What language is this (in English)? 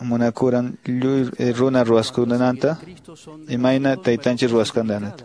Quechua